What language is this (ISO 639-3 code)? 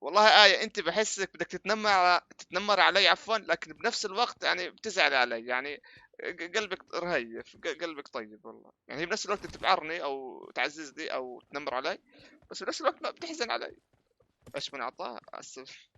apc